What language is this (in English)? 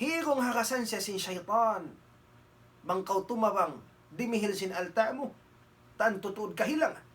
Tausug